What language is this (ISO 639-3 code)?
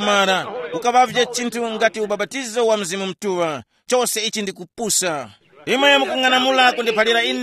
tum